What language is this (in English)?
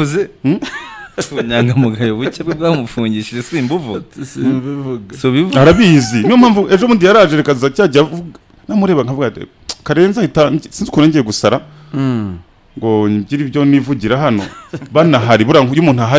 Kinyarwanda